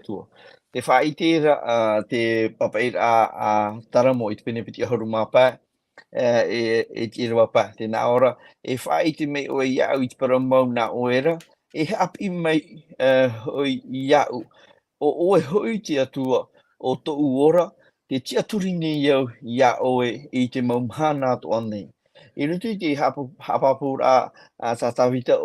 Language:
Tahitian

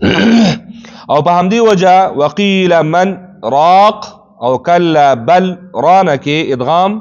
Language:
Pashto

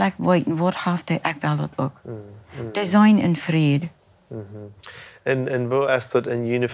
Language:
Plautdietsch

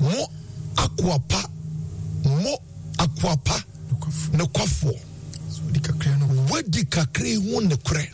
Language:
Akan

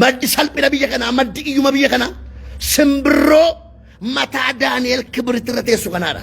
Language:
Oromo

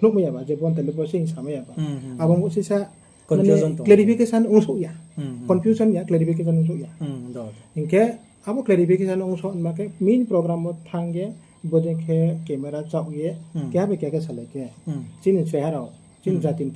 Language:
Riang (India)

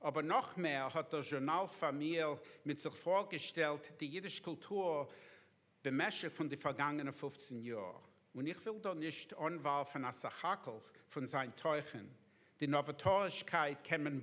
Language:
Yiddish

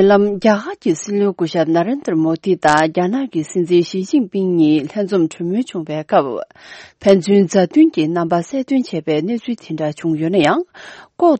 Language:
Tibetan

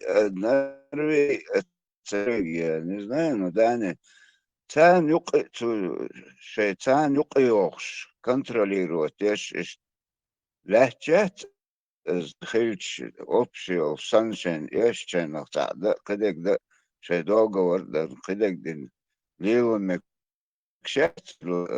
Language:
Chechen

